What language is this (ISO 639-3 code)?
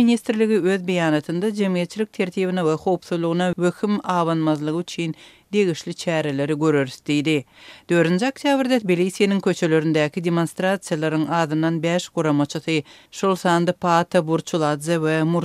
tuk